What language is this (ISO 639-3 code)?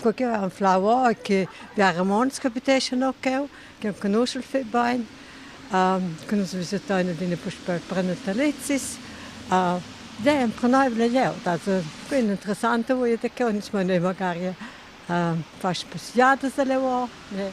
roh